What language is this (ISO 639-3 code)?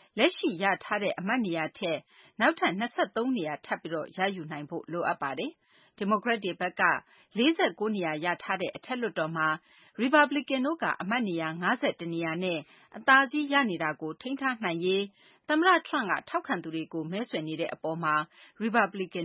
mya